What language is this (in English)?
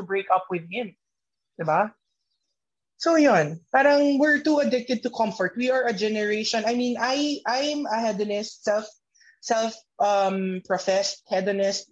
Filipino